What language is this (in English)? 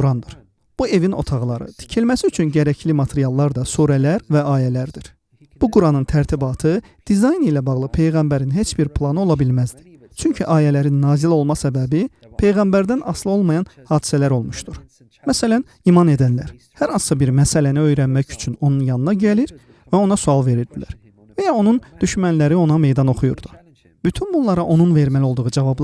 Azerbaijani